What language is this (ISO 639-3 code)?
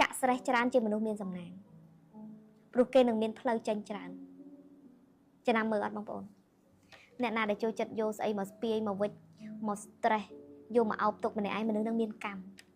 khm